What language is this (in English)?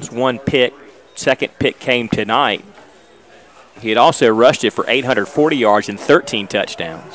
English